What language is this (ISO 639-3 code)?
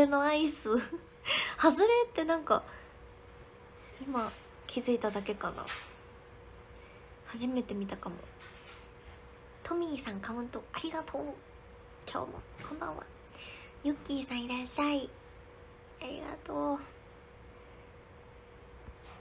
jpn